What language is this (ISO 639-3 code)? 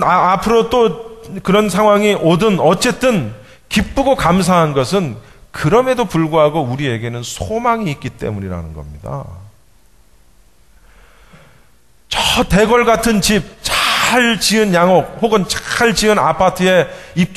kor